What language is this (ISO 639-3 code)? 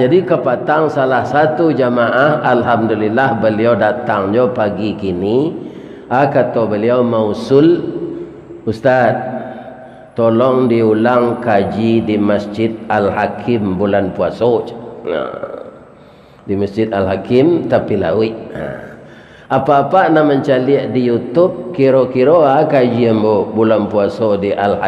min